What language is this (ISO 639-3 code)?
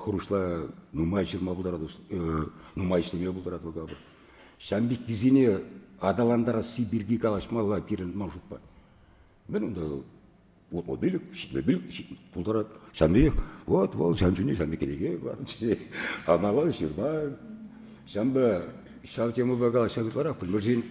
chv